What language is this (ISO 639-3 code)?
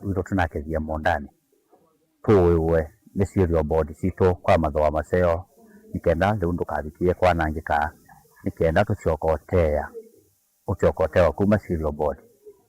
kam